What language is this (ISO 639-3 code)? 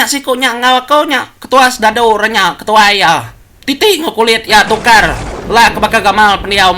iba